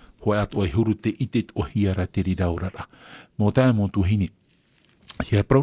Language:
Tahitian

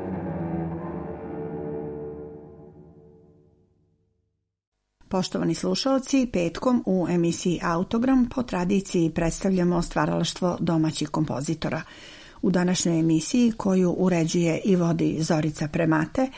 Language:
Serbian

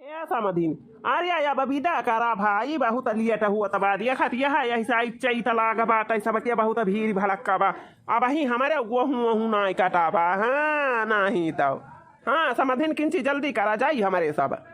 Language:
Awadhi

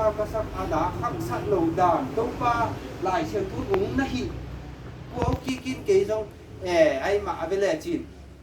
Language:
Tedim Chin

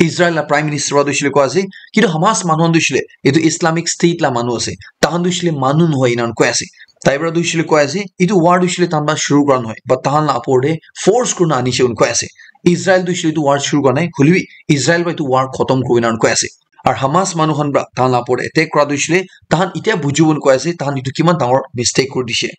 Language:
Naga Pidgin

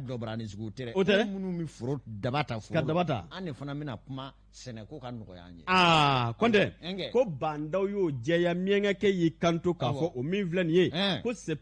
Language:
Bambara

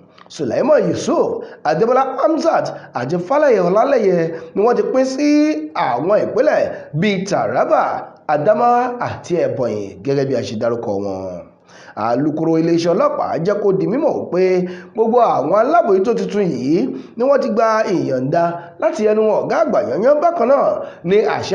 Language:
Yoruba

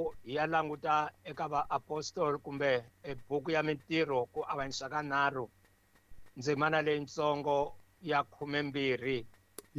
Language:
Tsonga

